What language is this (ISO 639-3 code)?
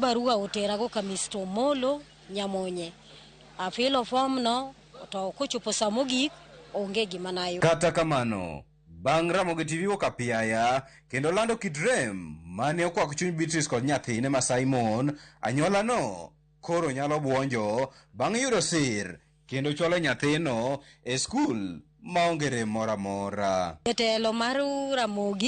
luo